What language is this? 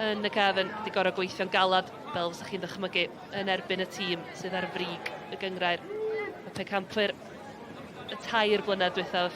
Welsh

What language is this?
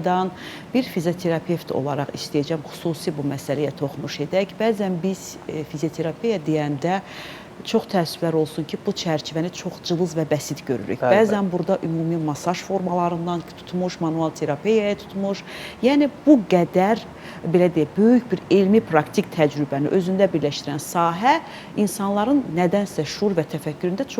Azerbaijani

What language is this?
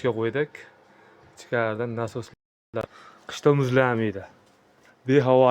Uzbek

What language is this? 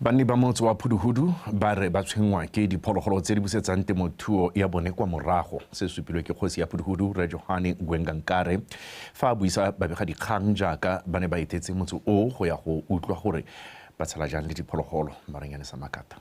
Tswana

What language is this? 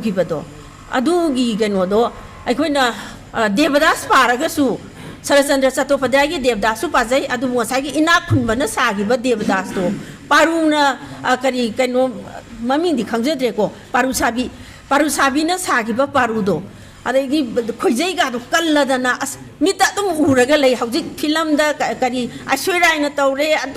Manipuri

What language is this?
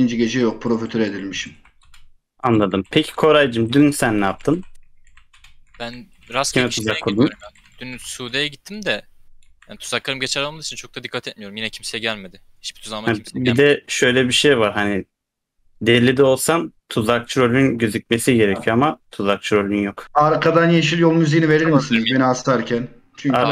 Turkish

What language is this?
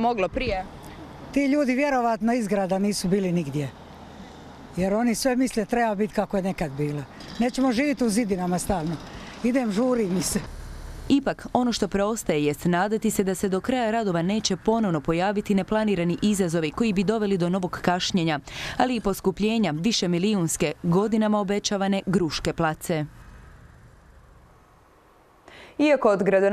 Croatian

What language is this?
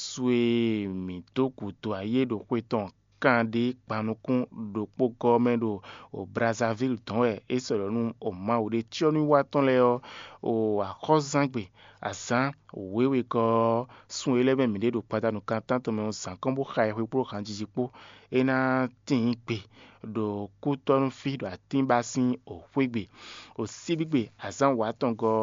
Fon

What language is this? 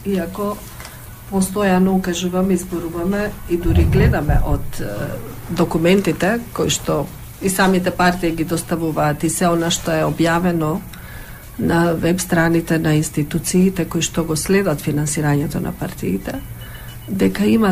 Macedonian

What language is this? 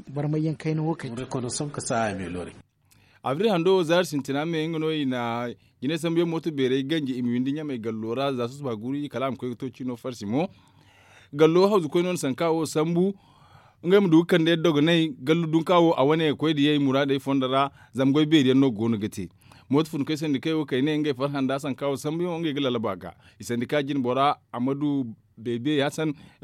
Zarma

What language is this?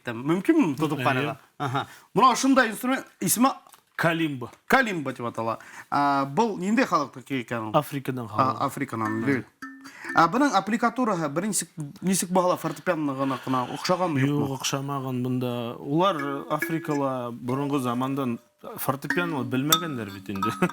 Bashkir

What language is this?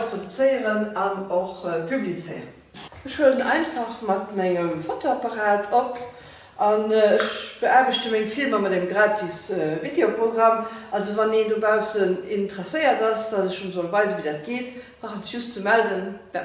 Luxembourgish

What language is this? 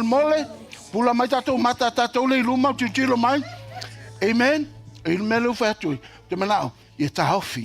Samoan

